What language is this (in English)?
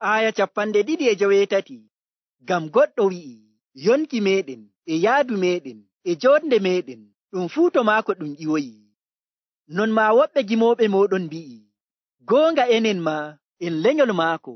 Nigerian Fulfulde